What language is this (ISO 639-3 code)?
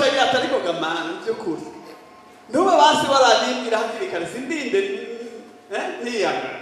run